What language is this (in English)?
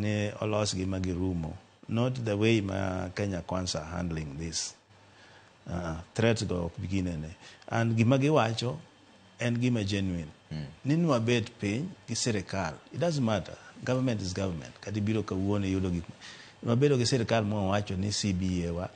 Luo (Kenya and Tanzania)